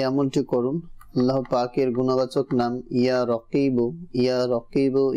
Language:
Bangla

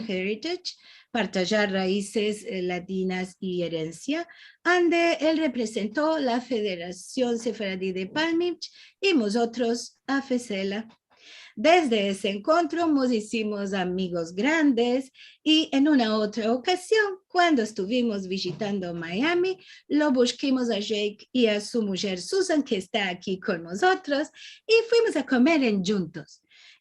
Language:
Ladino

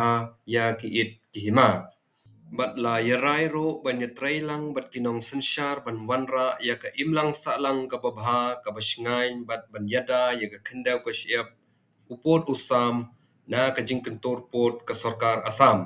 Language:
Khasi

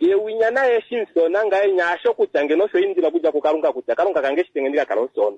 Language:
Kuanyama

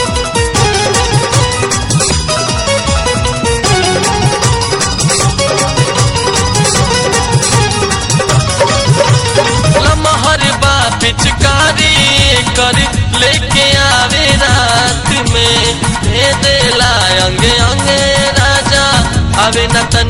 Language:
Bhojpuri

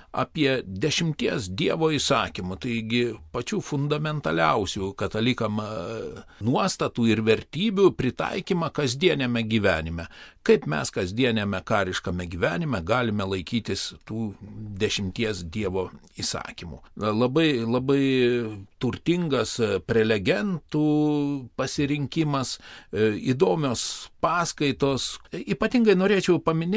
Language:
Lithuanian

